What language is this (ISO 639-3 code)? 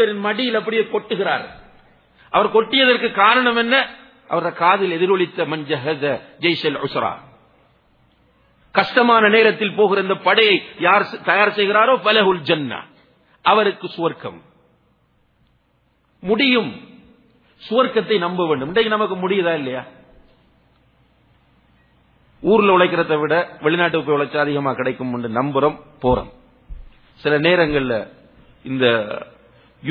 tam